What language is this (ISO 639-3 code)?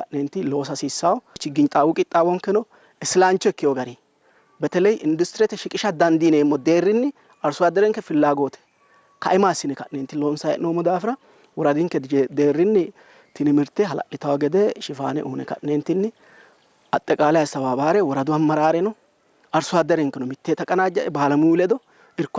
sid